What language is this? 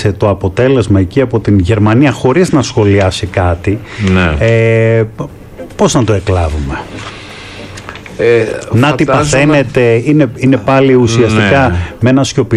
Greek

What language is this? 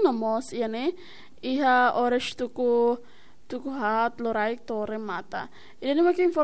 Tetum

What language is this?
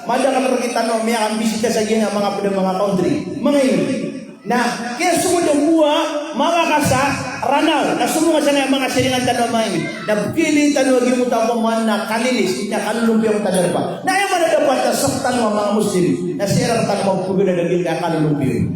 Maranao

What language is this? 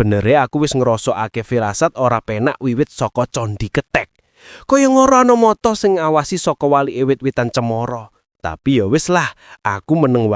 Javanese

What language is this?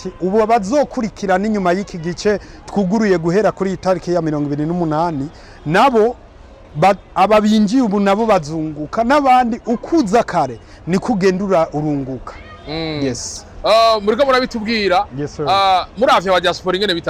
Rundi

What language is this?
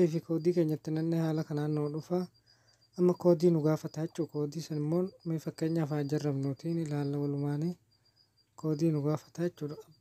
Oromo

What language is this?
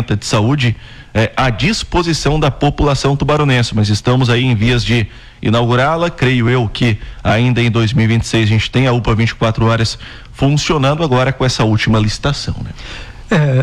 Portuguese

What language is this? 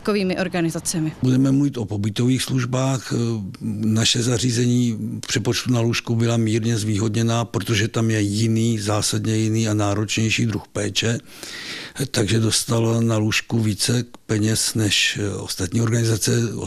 Czech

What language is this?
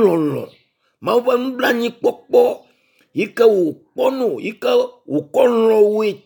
Ewe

